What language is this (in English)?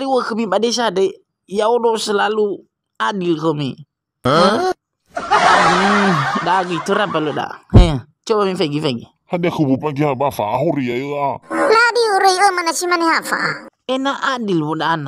Nias